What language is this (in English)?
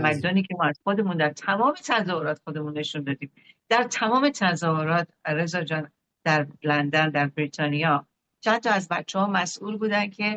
Persian